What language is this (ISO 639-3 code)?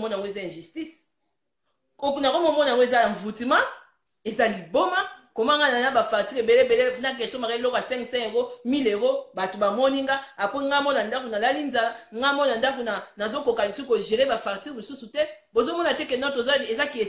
lin